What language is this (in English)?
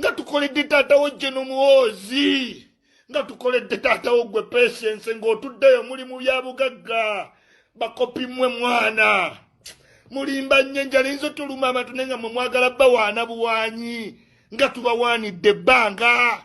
Ganda